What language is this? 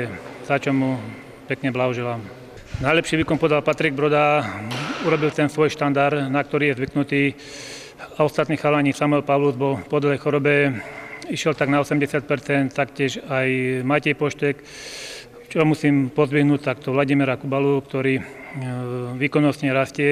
Slovak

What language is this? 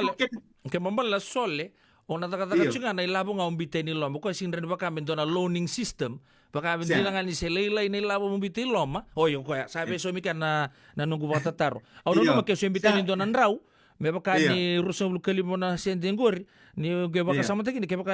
Fijian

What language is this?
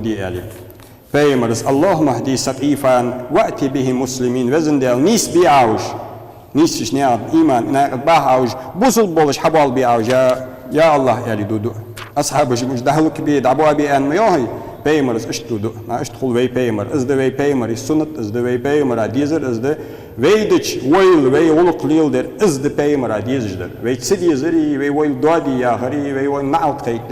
Ingush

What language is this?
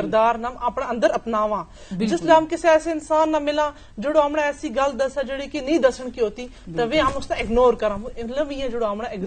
Gujari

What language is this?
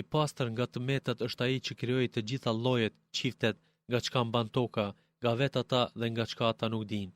Albanian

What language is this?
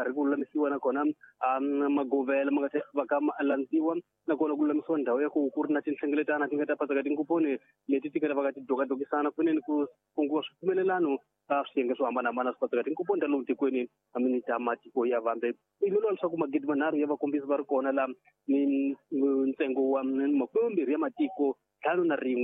Tsonga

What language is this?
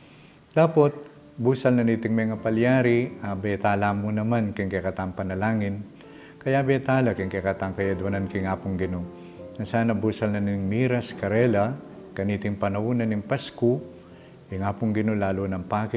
Pampanga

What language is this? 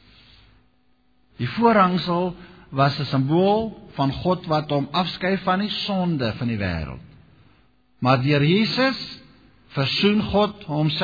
Afrikaans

